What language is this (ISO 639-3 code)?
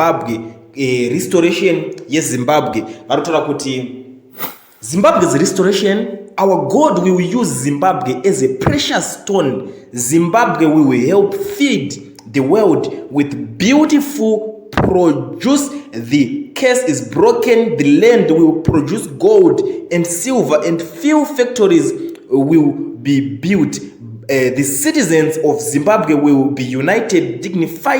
sna